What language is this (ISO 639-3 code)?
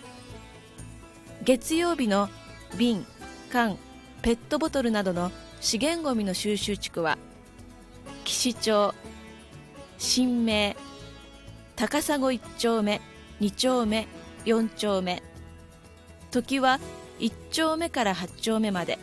jpn